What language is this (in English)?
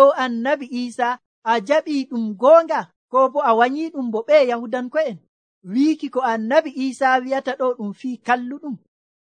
Nigerian Fulfulde